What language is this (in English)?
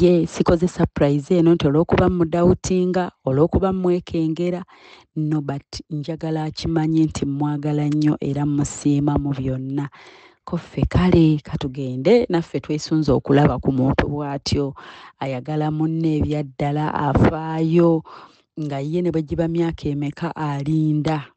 Ganda